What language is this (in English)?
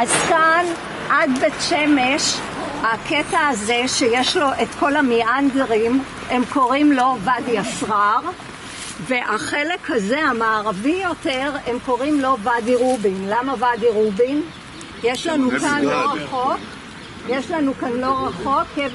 Hebrew